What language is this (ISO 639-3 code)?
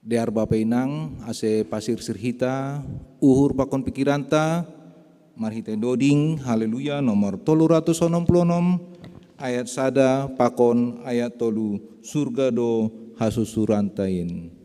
bts